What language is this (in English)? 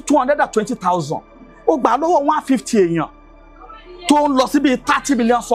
Yoruba